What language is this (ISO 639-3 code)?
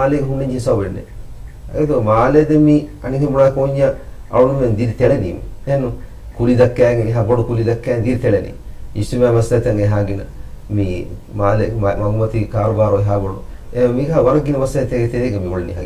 div